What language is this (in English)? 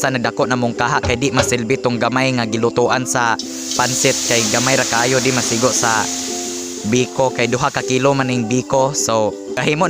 Cebuano